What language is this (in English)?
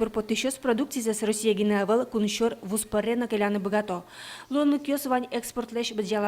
Udmurt